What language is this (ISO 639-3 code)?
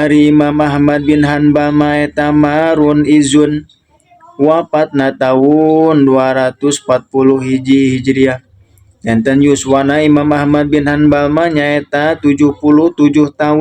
sun